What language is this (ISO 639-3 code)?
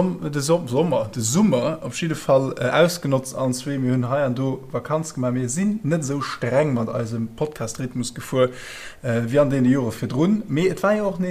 ltz